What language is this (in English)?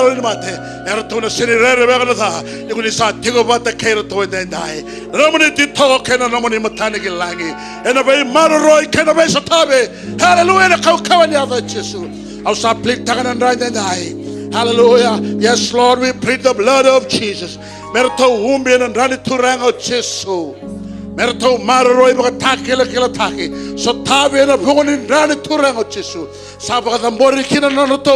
Fijian